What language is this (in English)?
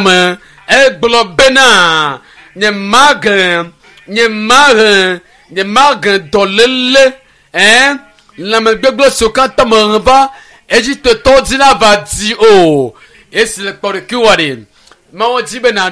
Ewe